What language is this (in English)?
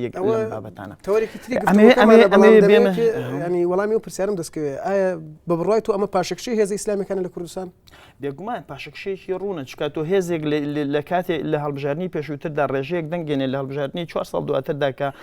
Central Kurdish